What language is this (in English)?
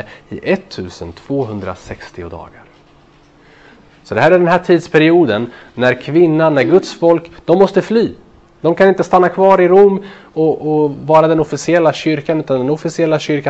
Swedish